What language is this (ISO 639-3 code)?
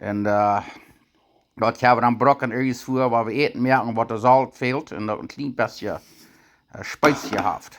pdt